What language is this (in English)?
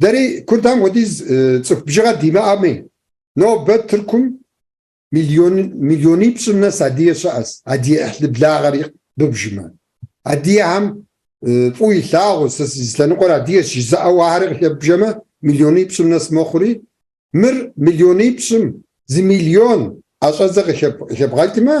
Kabardian